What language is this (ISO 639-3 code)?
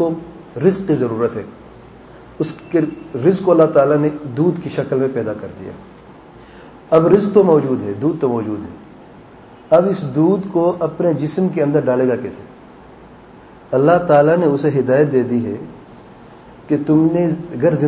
urd